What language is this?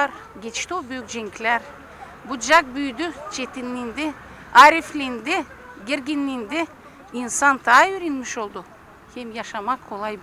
Gagauz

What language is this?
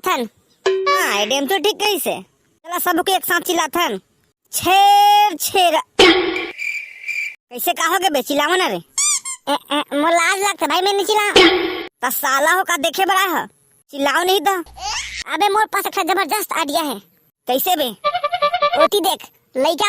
Chhattisgarhi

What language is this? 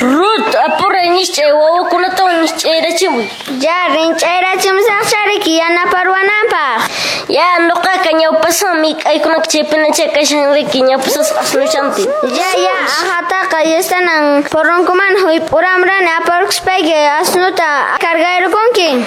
Quechua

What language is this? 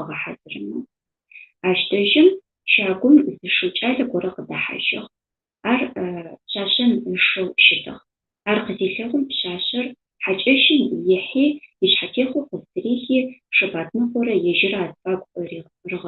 Adyghe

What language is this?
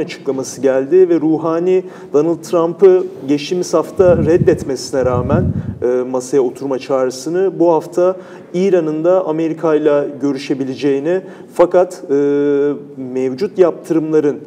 Turkish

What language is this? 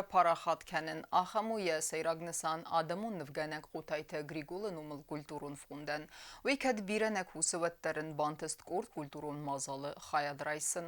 Ossetic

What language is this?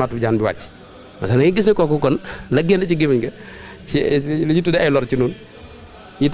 Wolof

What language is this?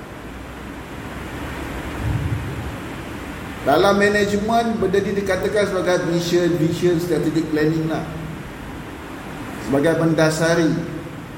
Malay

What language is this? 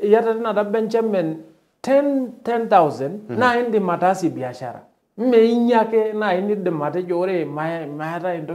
Masai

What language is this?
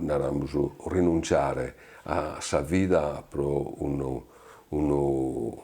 Sardinian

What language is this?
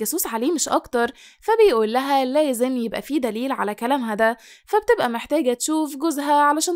Egyptian Arabic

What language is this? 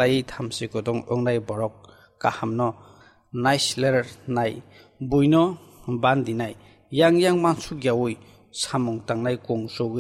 Kok Borok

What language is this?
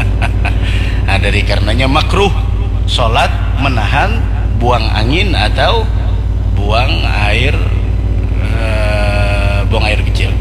Banjar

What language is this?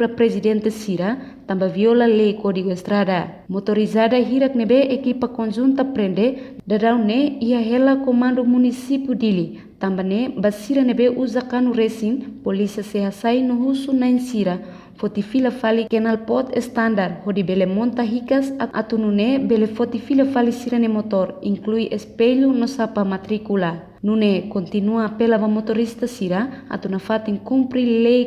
Tetum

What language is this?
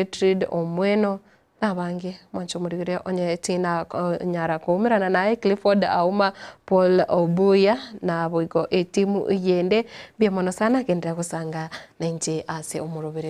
Gusii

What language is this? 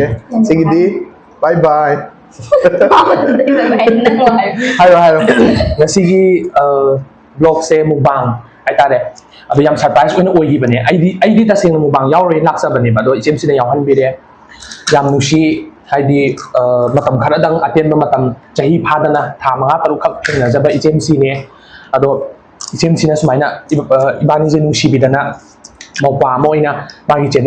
Manipuri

